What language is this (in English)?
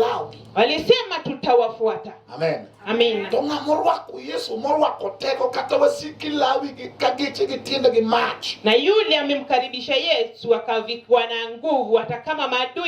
Luo (Kenya and Tanzania)